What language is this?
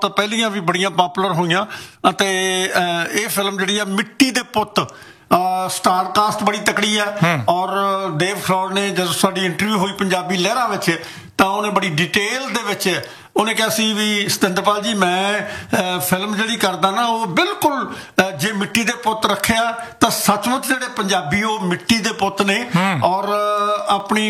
Punjabi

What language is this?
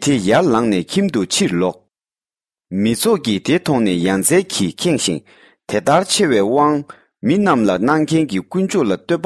Tibetan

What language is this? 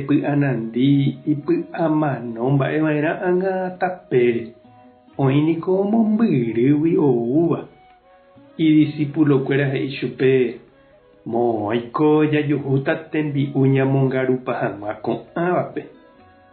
Guarani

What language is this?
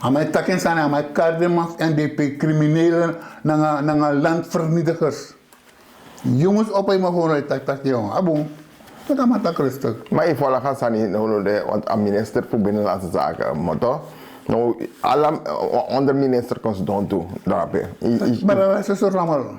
Sranan Tongo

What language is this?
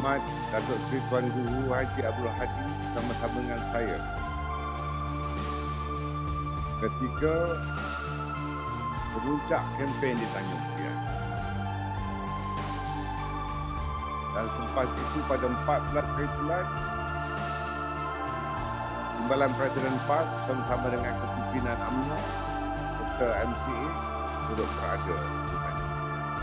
Malay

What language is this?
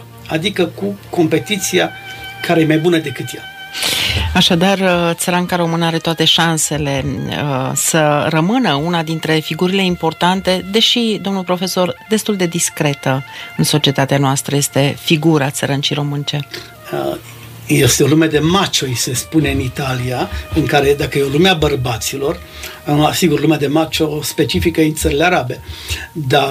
Romanian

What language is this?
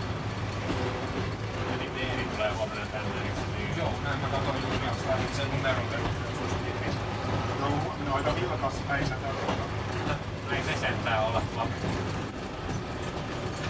Finnish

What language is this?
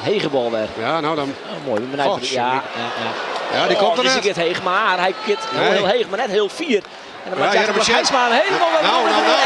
Western Frisian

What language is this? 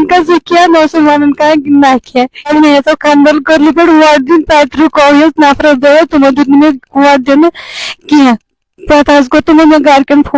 Kashmiri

